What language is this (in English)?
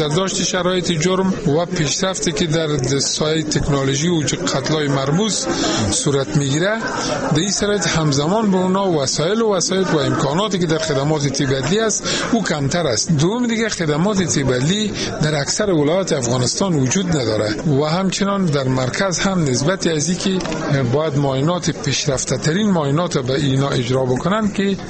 Persian